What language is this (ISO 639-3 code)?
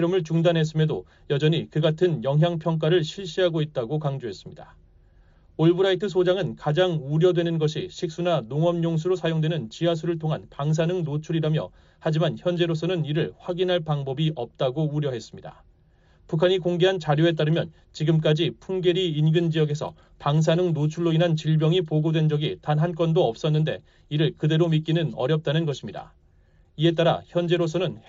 kor